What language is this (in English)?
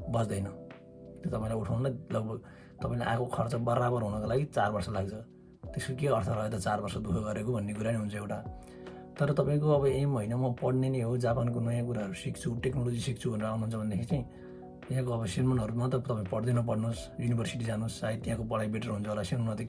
Nepali